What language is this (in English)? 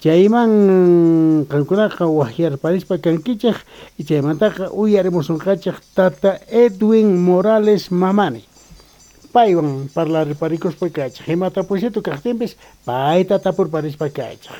South Bolivian Quechua